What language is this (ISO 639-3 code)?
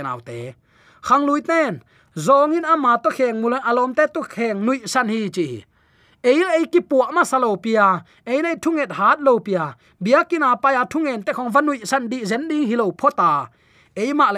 ctd